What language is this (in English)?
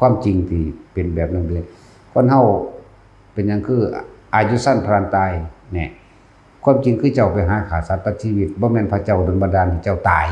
Northeastern Thai